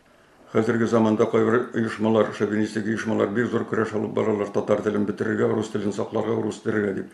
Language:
Tatar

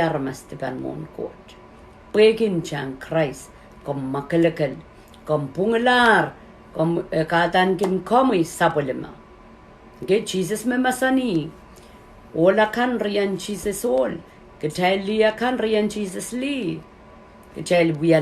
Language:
Pohnpeian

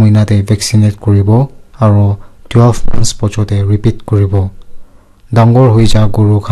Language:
Naga Pidgin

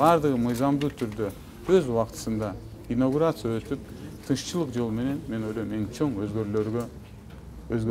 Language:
Kyrgyz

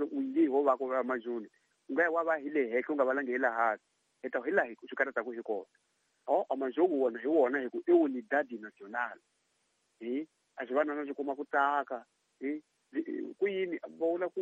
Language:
Tsonga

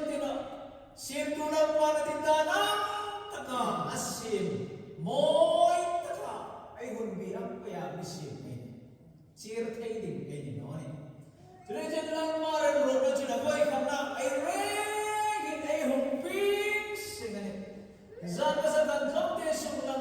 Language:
Hmar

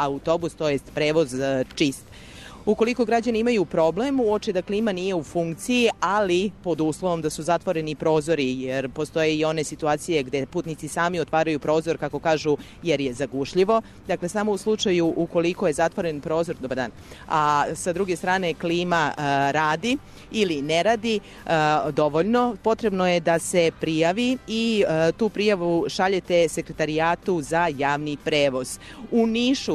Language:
Serbian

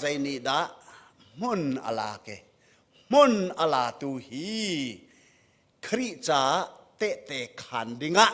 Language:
Hakha Chin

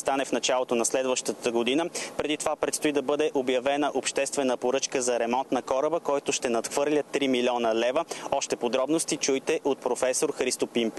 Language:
Bulgarian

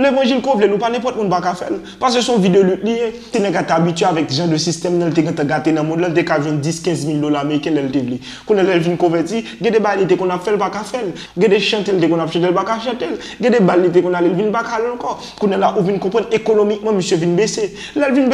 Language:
Haitian Creole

